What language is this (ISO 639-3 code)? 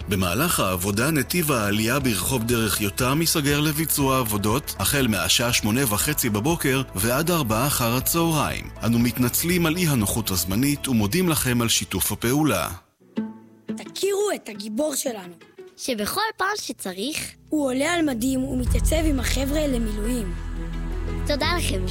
heb